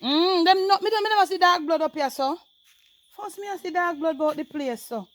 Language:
Jamaican Creole English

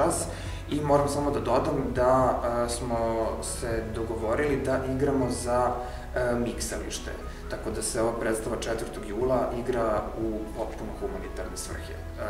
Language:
Serbian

